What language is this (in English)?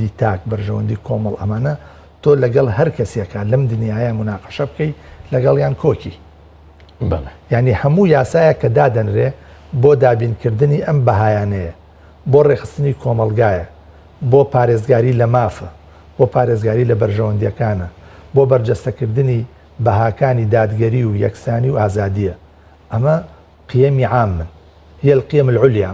Central Kurdish